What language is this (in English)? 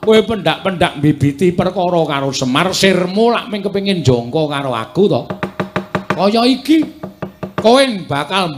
Javanese